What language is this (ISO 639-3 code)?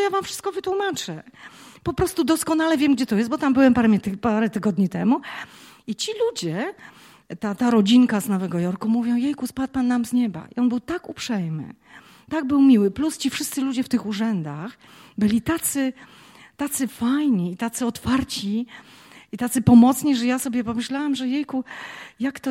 pol